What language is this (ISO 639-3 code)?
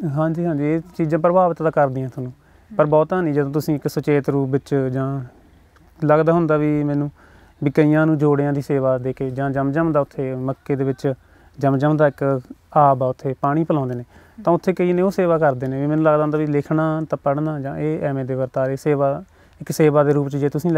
pan